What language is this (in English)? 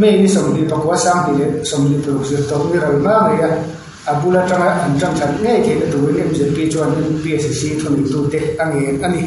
Mizo